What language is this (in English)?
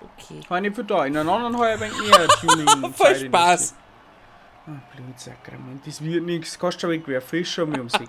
Bavarian